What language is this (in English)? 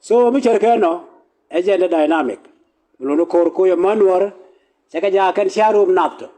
Nuer